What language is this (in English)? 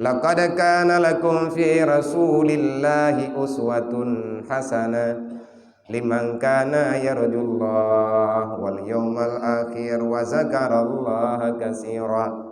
Achinese